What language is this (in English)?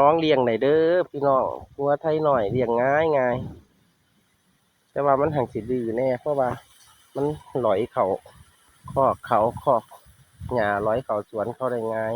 Northeastern Thai